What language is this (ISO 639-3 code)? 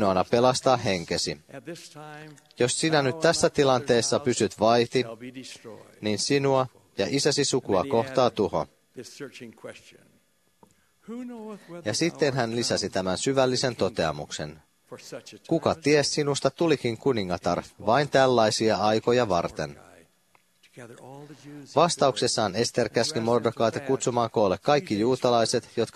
fin